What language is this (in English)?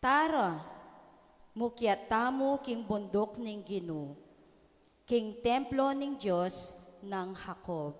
Pampanga